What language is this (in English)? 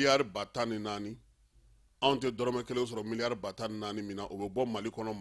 Bambara